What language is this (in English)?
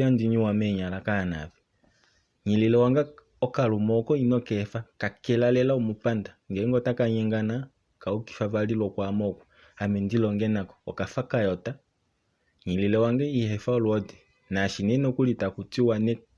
Kuanyama